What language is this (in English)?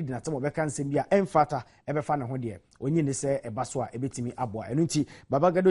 Akan